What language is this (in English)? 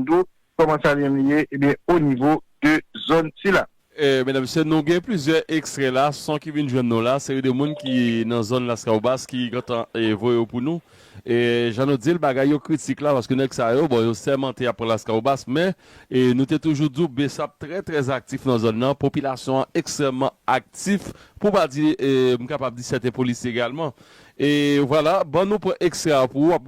Haitian Creole